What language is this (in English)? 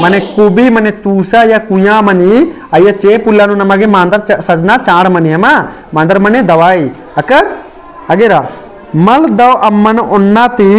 Kurukh